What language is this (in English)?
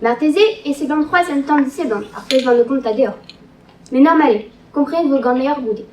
Breton